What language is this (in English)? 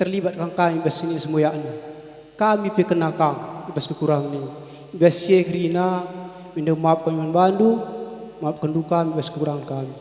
Batak Karo